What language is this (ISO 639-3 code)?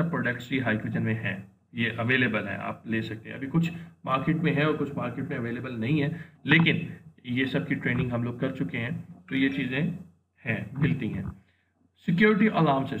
hin